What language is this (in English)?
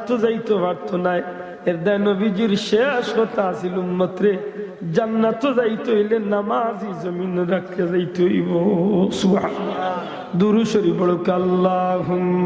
Sylheti